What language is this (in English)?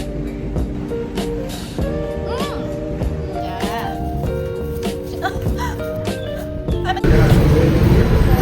Lao